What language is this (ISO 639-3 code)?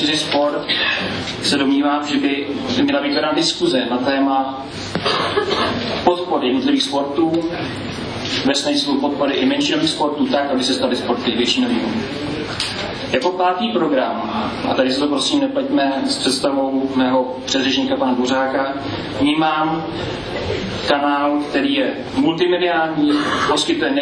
ces